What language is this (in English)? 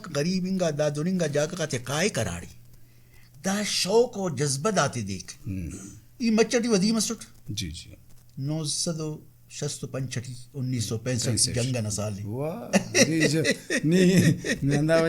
Brahui